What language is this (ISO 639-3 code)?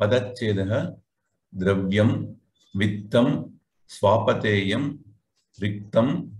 san